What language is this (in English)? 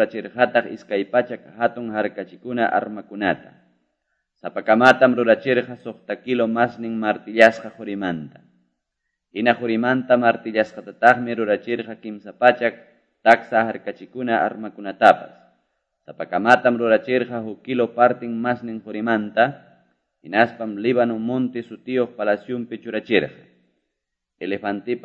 Quechua